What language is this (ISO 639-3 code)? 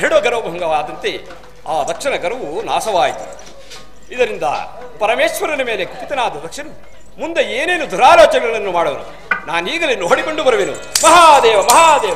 kan